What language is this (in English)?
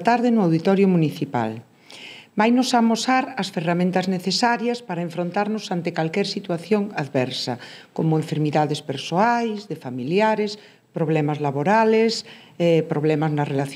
Galician